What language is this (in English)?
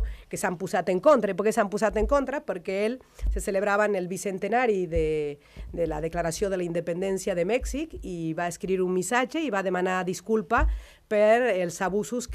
Catalan